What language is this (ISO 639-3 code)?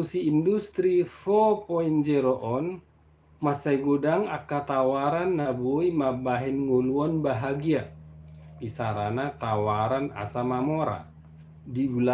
bbc